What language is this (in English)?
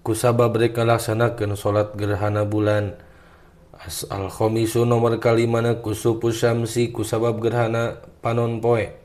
Sundanese